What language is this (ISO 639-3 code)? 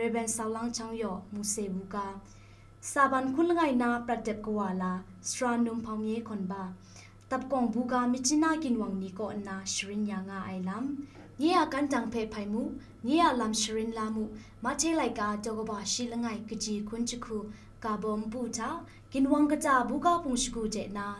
kac